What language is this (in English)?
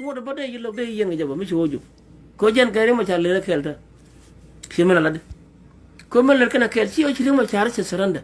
Nuer